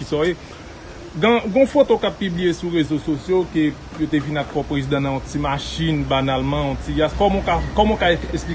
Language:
Haitian Creole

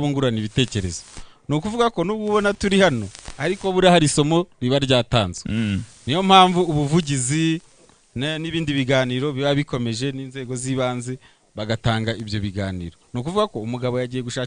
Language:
Kinyarwanda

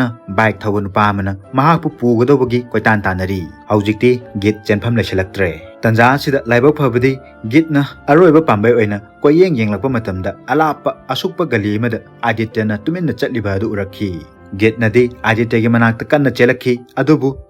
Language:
Manipuri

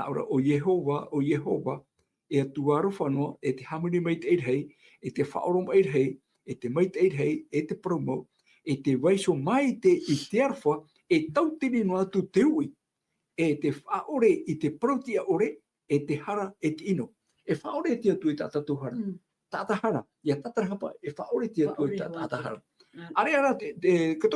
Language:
Tahitian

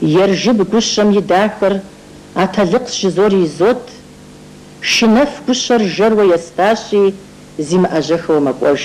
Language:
Kabardian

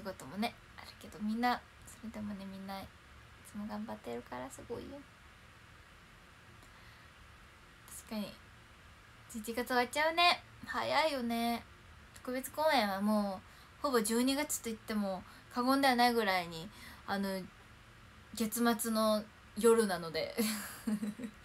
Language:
Japanese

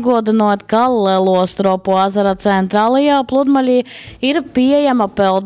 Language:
Latgalian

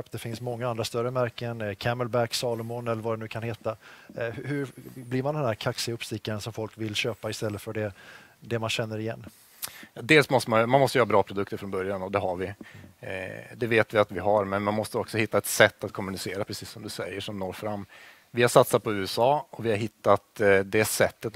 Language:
Swedish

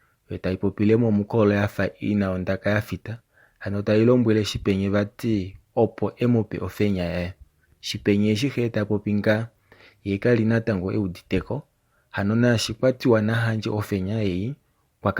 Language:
Kuanyama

